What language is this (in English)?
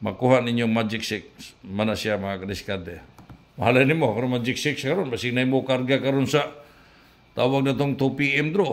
Cebuano